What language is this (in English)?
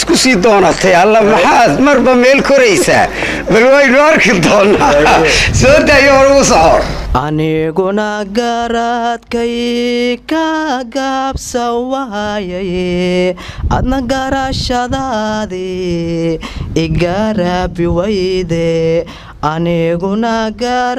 Somali